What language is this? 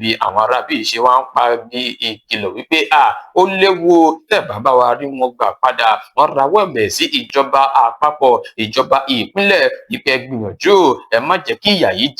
Yoruba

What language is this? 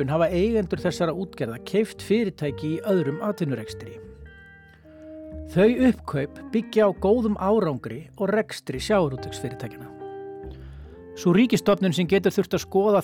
Icelandic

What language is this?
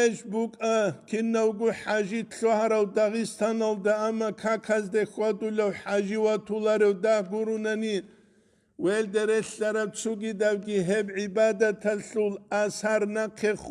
Avaric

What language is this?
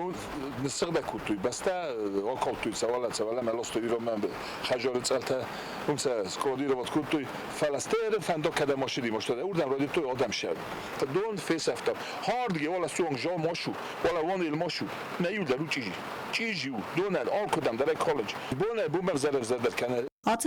Ossetic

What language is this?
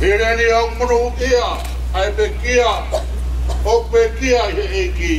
Tongan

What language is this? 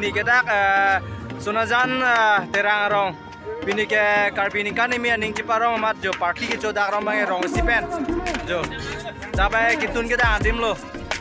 Karbi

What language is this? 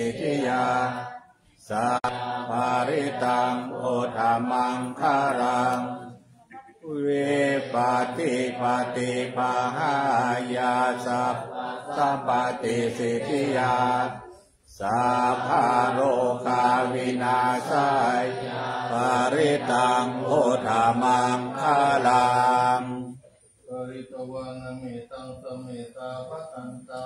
Pali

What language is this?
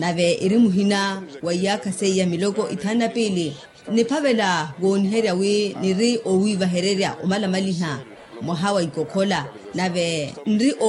Makhuwa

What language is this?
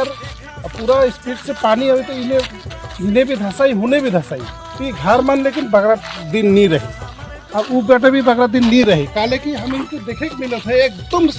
Sadri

